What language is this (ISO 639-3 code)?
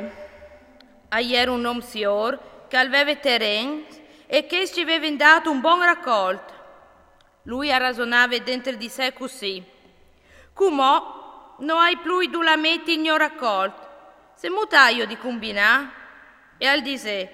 fur